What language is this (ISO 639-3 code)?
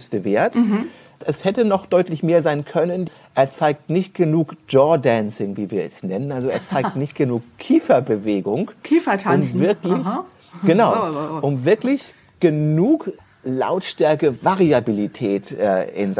deu